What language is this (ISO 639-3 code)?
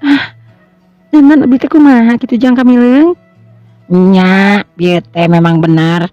sun